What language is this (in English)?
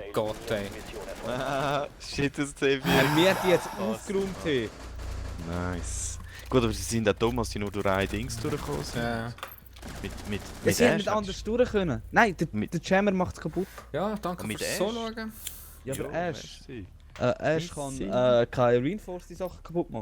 Swiss German